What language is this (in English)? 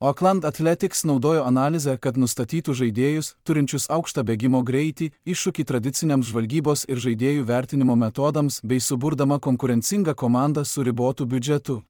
Lithuanian